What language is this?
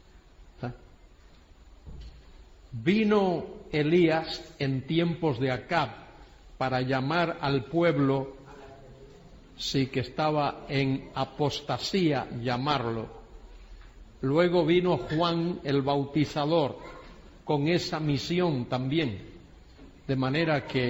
Spanish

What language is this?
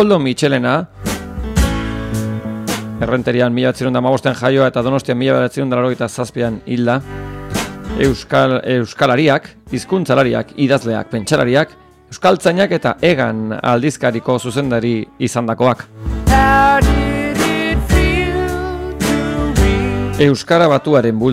Basque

